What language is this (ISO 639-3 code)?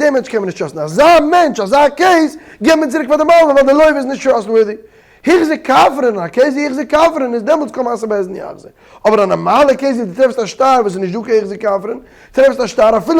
yid